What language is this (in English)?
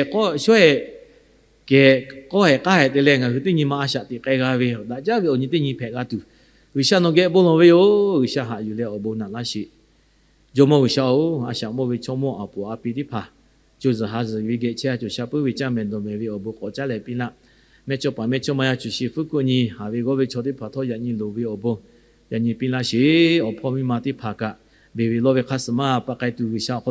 Lahu